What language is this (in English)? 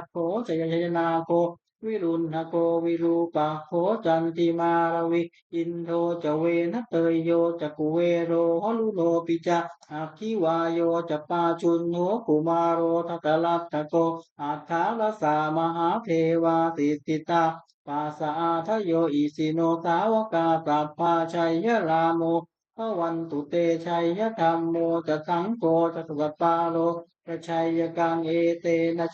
Pali